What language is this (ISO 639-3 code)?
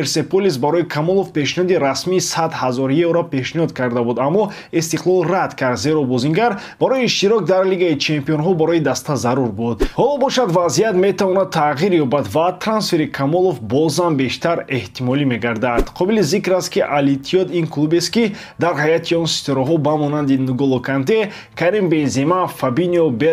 tgk